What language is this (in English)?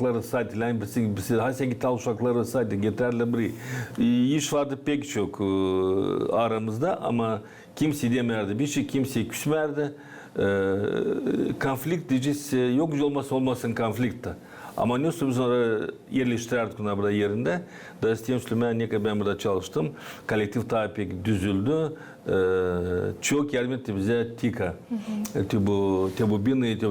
Gagauz